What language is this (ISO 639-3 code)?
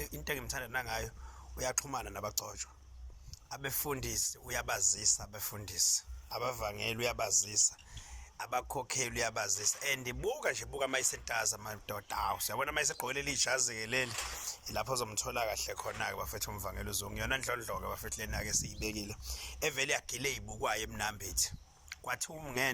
zul